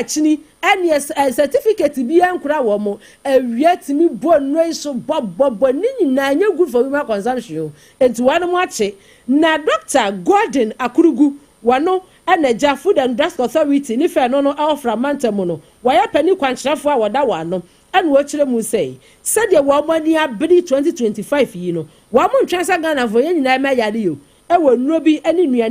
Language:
Akan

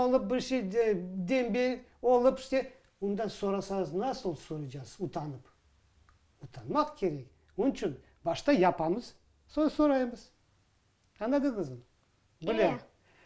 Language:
Crimean Tatar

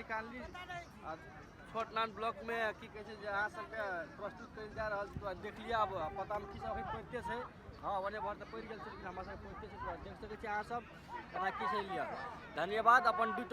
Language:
Maithili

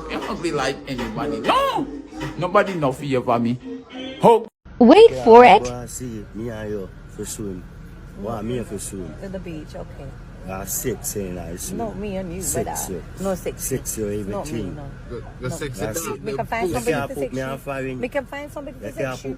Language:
Jamaican Creole English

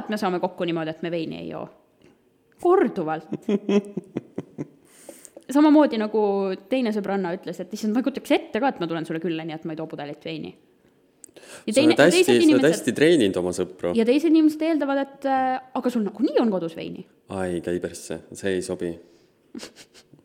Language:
Estonian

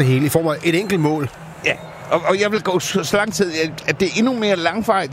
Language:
Danish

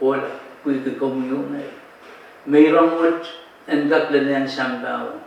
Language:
Pohnpeian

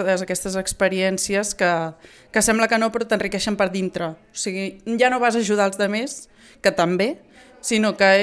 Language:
Catalan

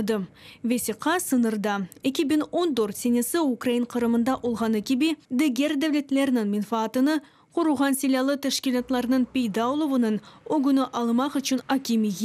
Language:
Crimean Tatar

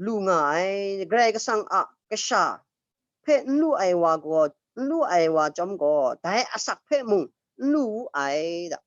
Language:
Kachin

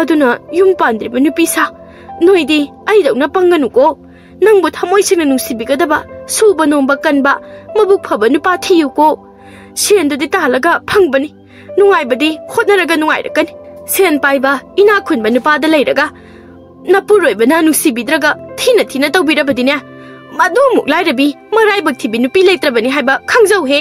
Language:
Manipuri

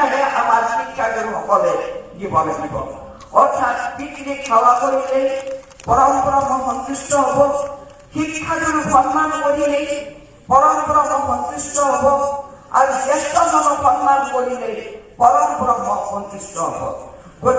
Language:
Assamese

